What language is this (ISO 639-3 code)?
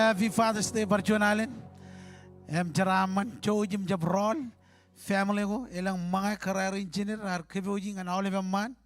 mah